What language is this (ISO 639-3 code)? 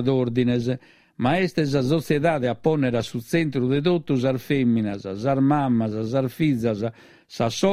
srd